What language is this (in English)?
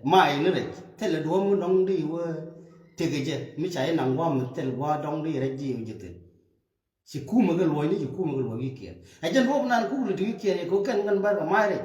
Nuer